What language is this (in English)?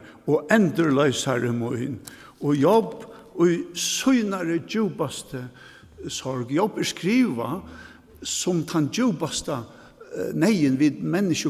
Faroese